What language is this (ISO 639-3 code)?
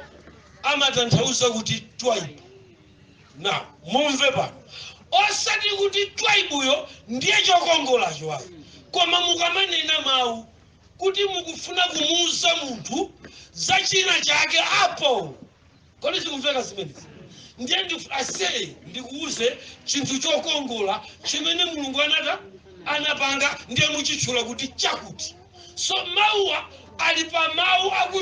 nya